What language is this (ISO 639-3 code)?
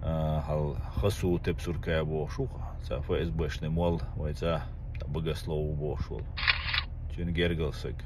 che